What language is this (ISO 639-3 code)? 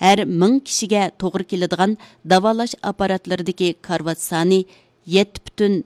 uig